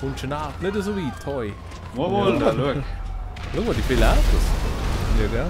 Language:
Swiss German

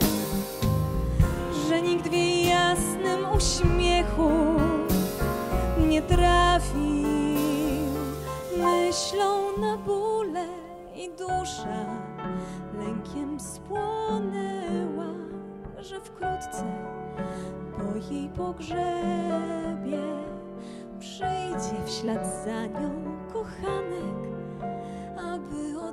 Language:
Polish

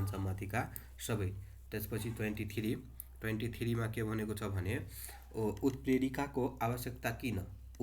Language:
Nepali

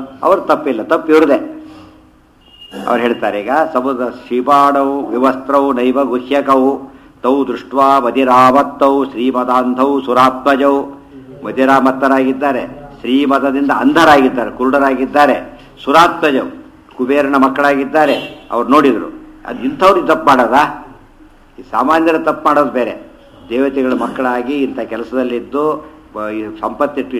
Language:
Kannada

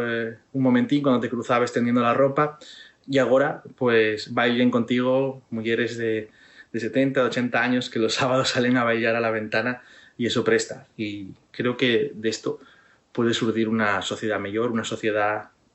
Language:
Asturian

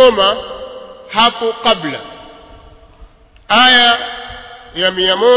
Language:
Swahili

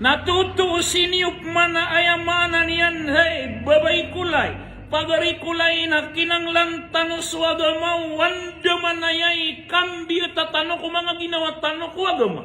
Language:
Maranao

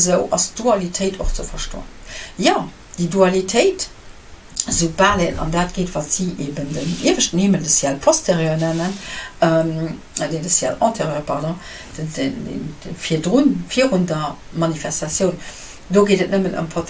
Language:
Luxembourgish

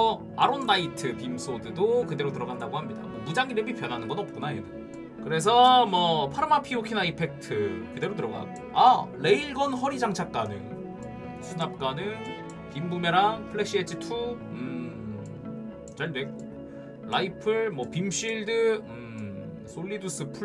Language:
Korean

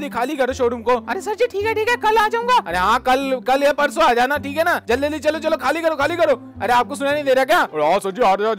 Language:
Hindi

